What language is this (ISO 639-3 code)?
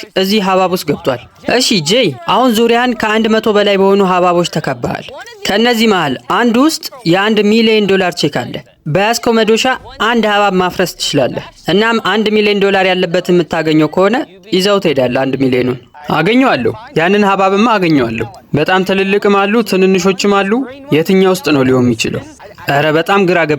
amh